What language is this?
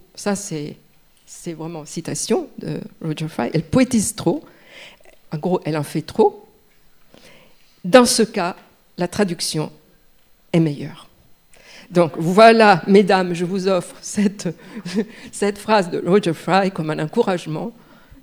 French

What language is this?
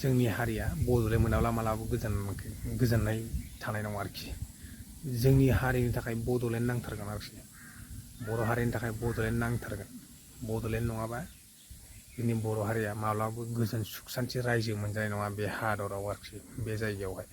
Bodo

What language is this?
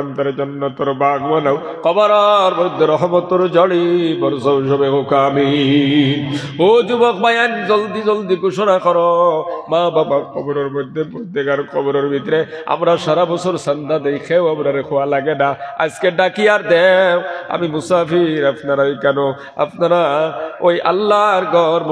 Sylheti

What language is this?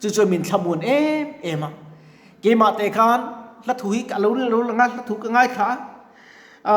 Mizo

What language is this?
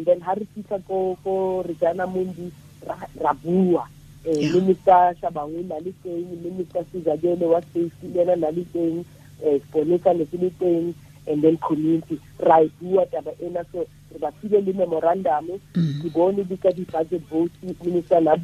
Tswana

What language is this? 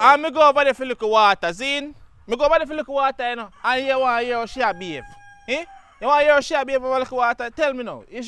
Jamaican Creole English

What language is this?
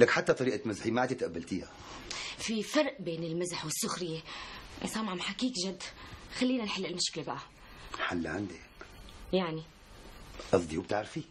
North Levantine Arabic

